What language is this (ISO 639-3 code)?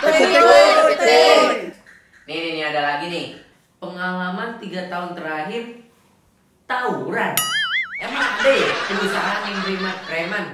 bew